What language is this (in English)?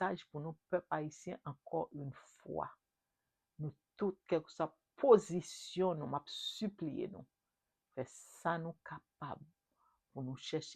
Haitian Creole